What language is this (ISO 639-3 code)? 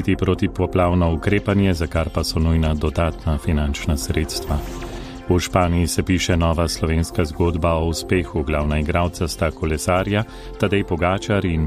slv